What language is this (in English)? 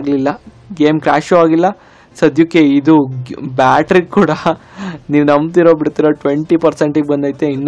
Kannada